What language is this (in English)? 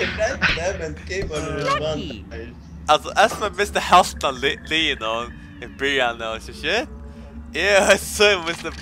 Faroese